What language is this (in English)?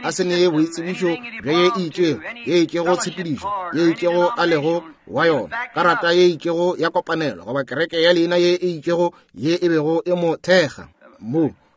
Northern Sotho